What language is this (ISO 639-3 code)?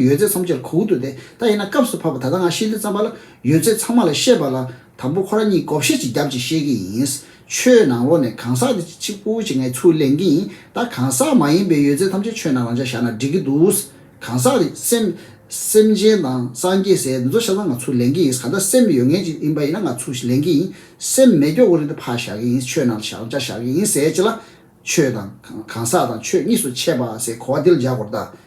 bod